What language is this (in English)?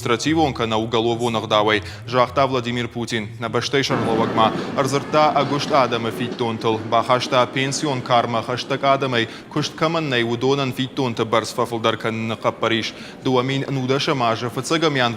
Ossetic